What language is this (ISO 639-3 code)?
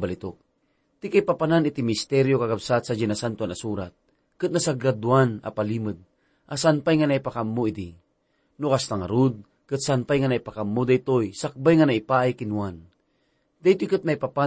ilo